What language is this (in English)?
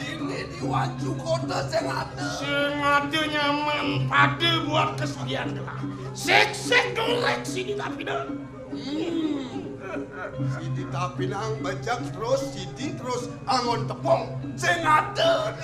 Balinese